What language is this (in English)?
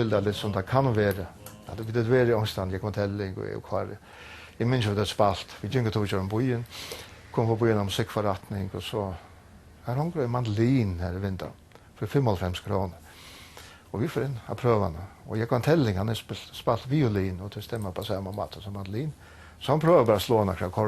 Faroese